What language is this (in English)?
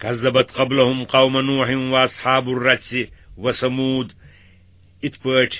Kashmiri